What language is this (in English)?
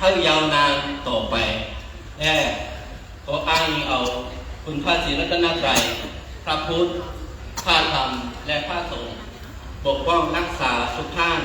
Shan